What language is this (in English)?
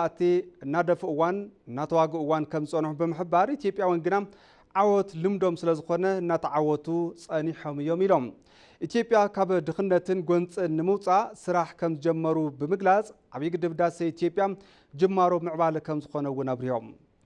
Tigrinya